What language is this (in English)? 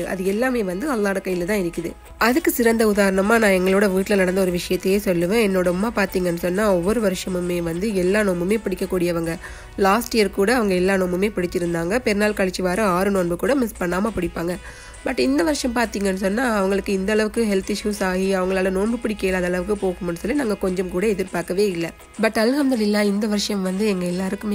Tamil